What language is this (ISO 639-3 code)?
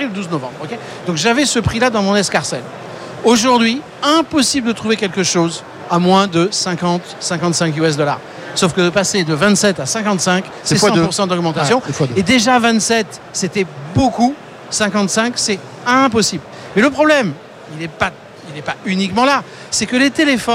fra